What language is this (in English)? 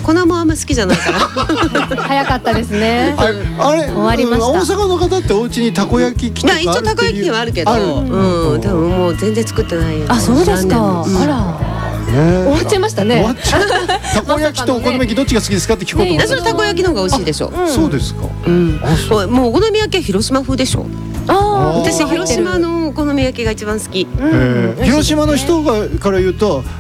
Japanese